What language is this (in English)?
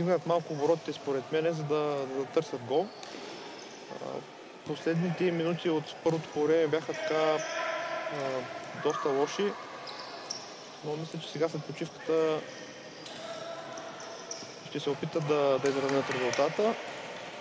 Bulgarian